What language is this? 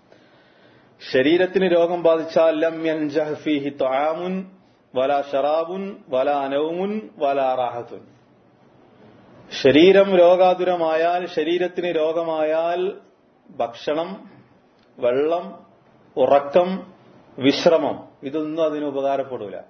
Malayalam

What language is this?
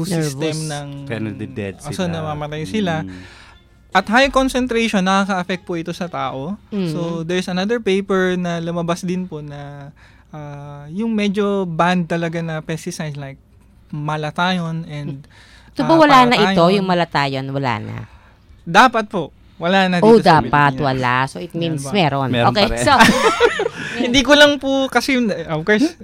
Filipino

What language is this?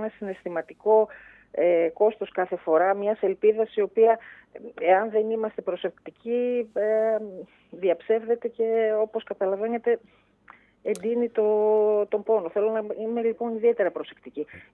Greek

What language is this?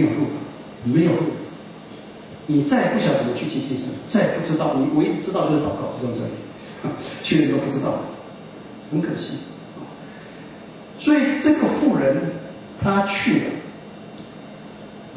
Chinese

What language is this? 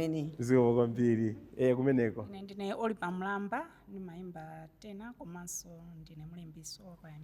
Nyanja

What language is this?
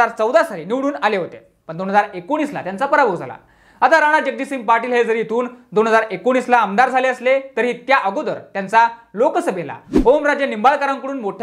Marathi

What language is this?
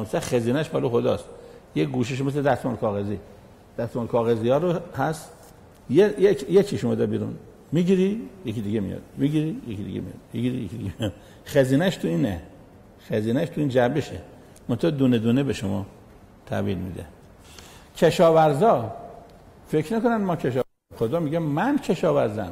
Persian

